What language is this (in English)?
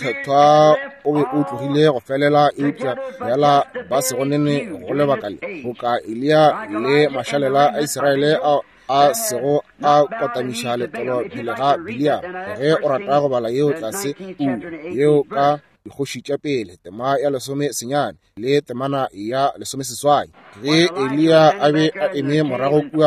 Northern Sotho